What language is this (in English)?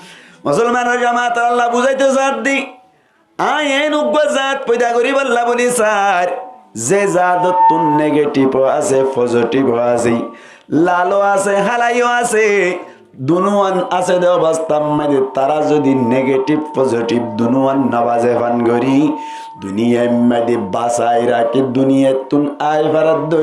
Rohingya